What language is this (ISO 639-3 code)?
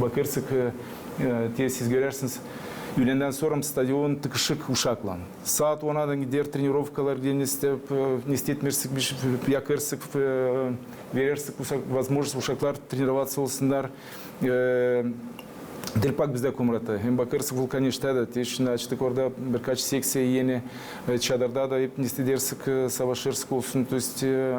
gag